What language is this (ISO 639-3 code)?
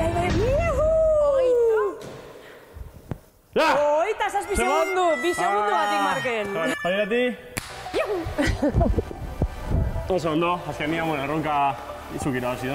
eus